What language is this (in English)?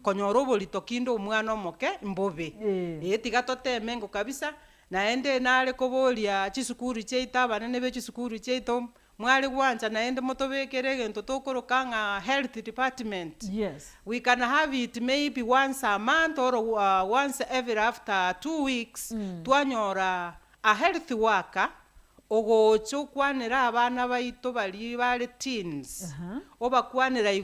Gusii